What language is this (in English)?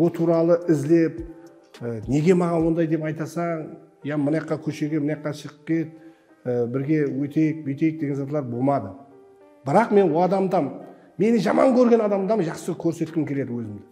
Kara-Kalpak